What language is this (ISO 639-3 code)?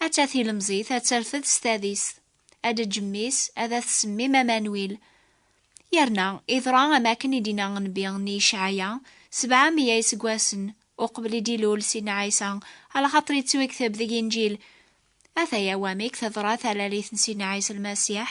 kab